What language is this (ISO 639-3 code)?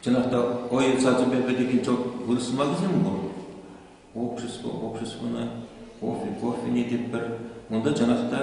chv